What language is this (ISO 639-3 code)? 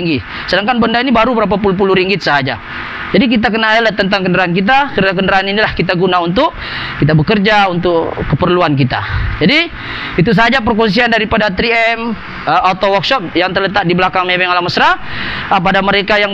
msa